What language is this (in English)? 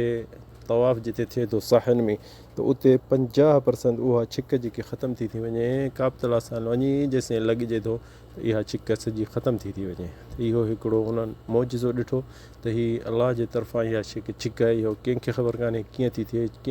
Sindhi